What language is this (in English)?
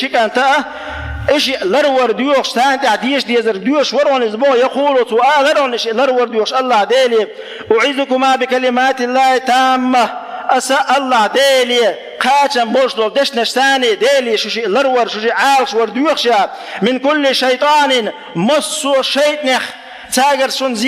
Chechen